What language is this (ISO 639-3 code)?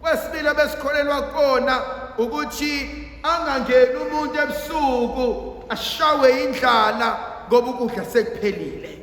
zul